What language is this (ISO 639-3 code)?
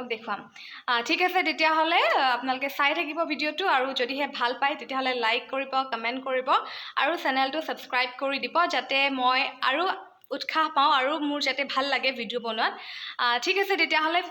asm